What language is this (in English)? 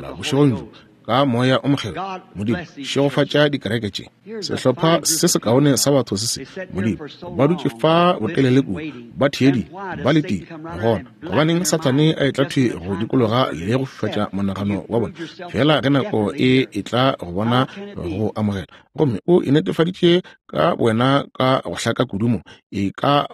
Northern Sotho